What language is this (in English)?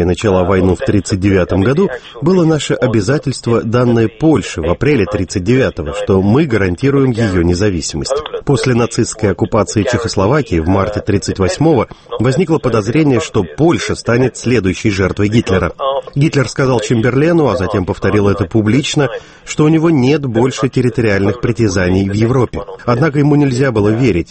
Russian